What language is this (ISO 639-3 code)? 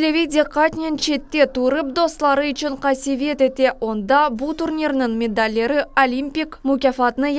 crh